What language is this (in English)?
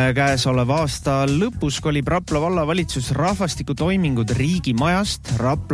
Estonian